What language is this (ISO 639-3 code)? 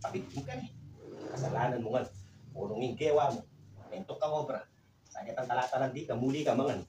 pam